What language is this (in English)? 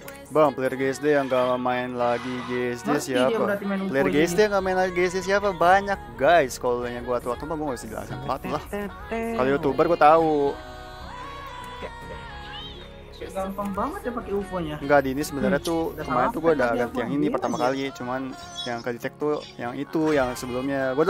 Indonesian